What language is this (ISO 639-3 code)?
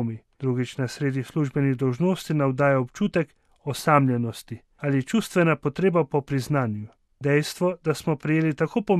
slv